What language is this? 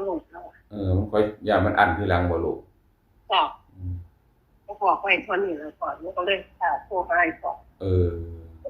Northeastern Thai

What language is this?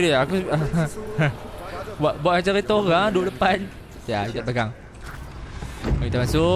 Malay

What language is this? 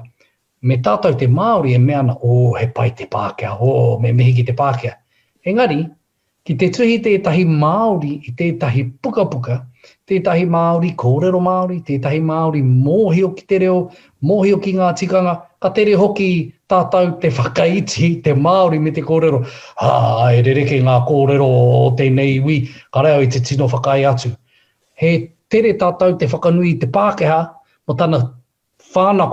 Māori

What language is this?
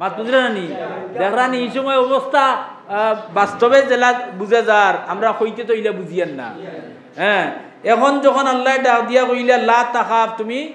Sylheti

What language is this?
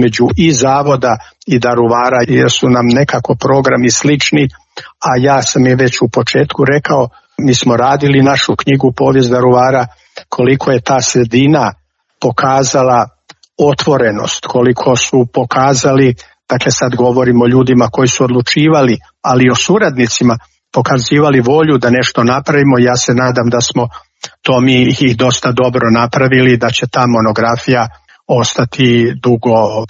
Croatian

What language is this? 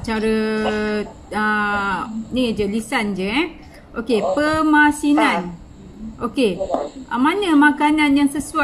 Malay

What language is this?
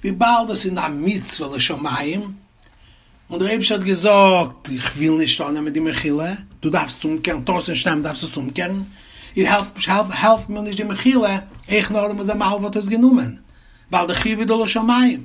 Yiddish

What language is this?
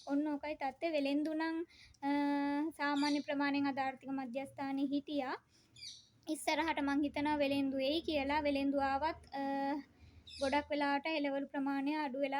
Sinhala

